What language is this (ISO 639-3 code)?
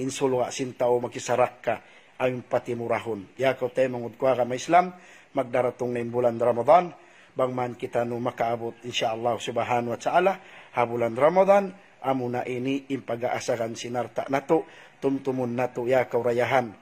tsg